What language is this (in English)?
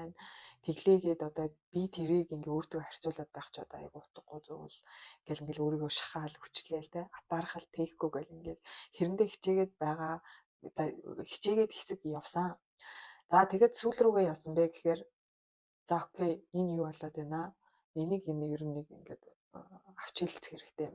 Mongolian